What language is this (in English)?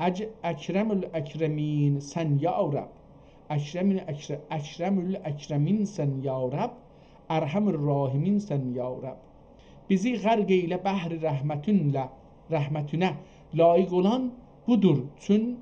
South Azerbaijani